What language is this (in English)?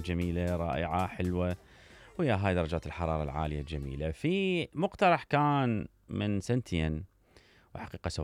Mesopotamian Arabic